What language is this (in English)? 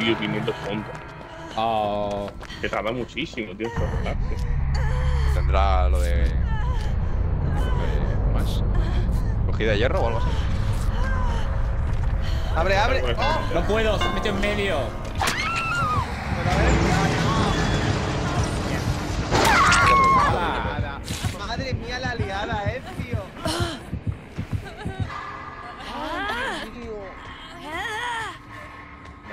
Spanish